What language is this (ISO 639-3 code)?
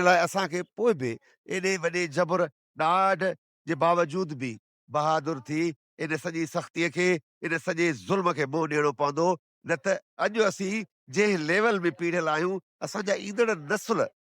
snd